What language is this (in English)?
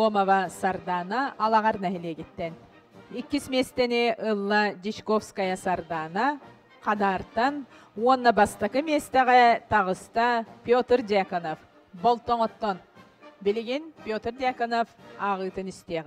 Yakut